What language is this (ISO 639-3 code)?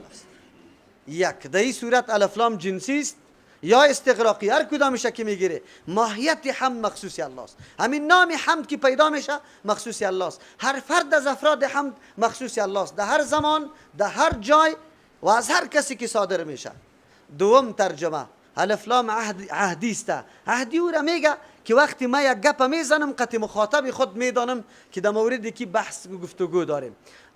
fas